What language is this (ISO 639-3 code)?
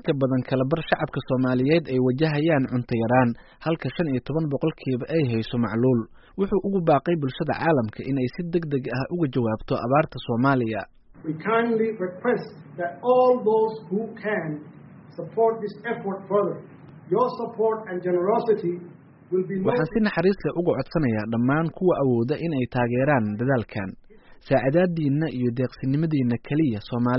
som